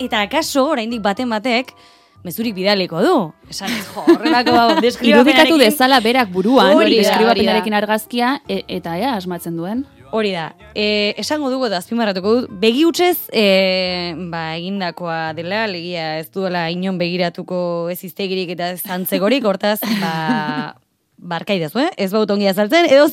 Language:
Basque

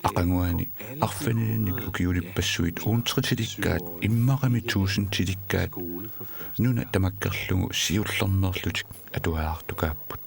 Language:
Kalaallisut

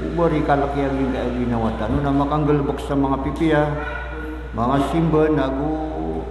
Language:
Maranao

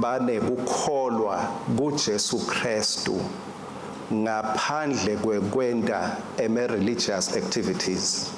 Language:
Swati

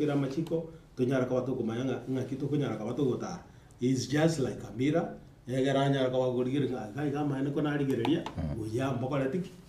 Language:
Gusii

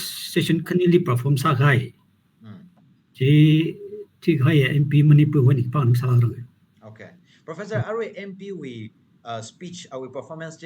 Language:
Tangkhul Naga (India)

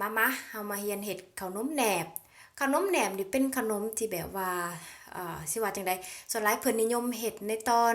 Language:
Lao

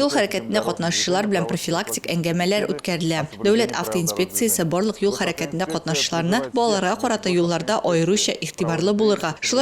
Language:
Tatar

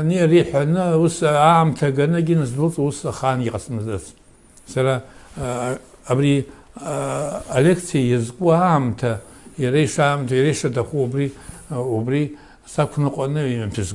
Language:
Abkhazian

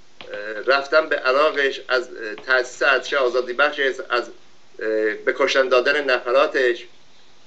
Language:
Persian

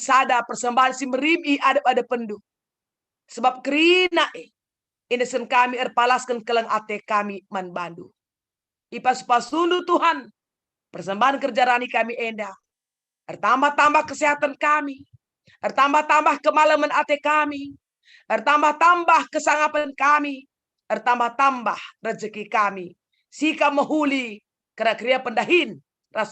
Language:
Batak Karo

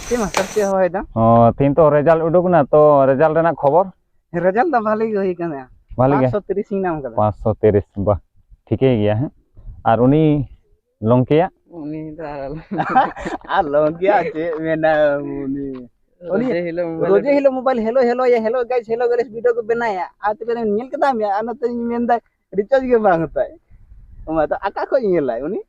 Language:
Santali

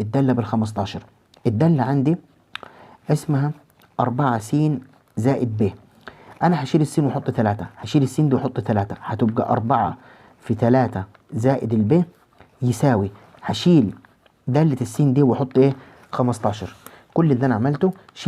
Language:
Egyptian Arabic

